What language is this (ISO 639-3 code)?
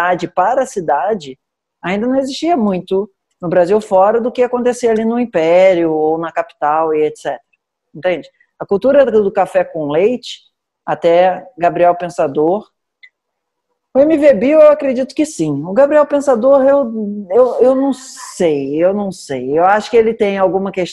por